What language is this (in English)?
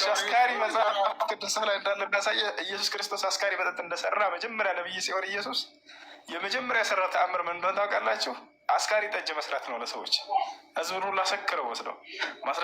Amharic